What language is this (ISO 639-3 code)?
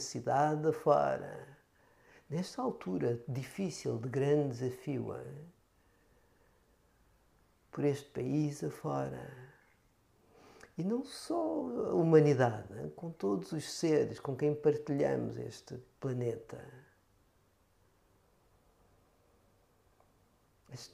por